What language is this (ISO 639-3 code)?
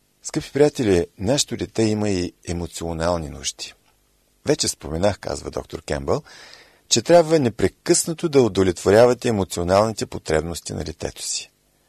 bul